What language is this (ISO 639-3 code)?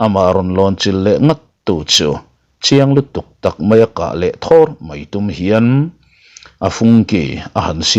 lus